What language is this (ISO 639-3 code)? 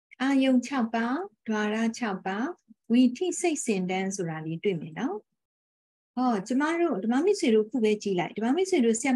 mya